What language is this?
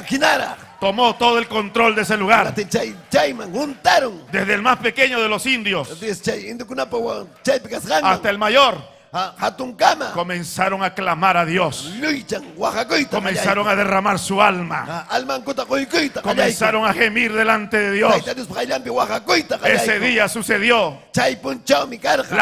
Ayacucho Quechua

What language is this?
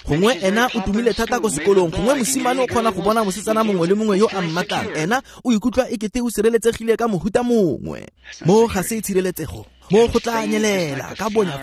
Tswana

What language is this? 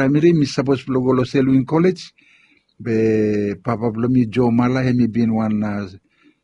Bislama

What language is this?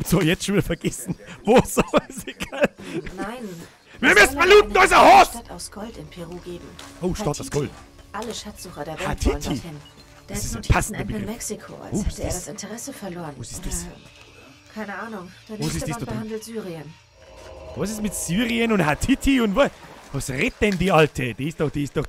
Bavarian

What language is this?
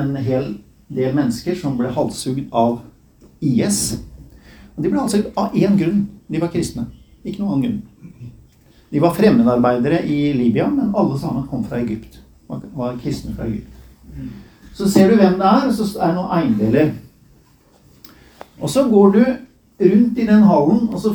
Norwegian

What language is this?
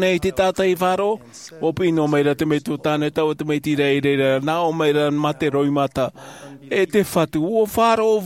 Tahitian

